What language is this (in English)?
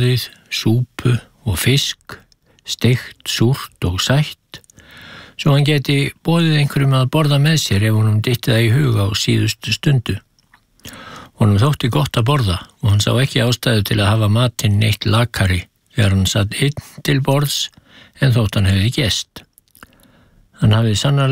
Icelandic